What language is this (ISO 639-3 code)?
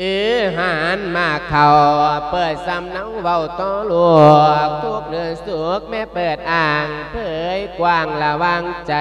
lao